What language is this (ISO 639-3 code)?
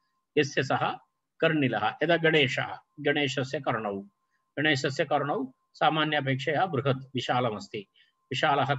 san